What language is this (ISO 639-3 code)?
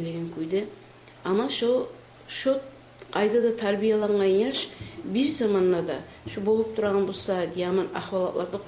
kum